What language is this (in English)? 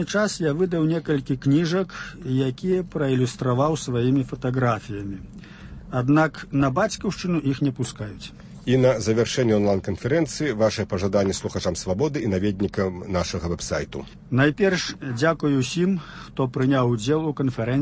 Belarusian